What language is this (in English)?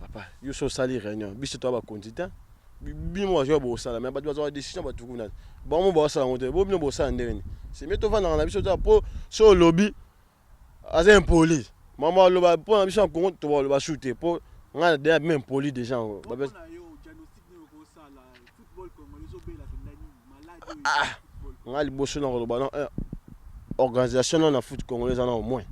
Lingala